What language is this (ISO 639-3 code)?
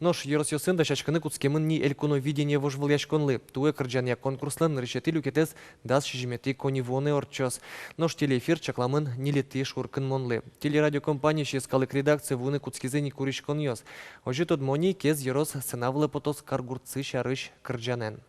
udm